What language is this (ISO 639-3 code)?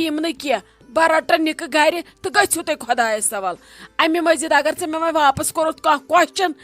kas